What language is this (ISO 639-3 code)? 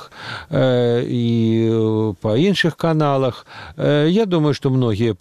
bel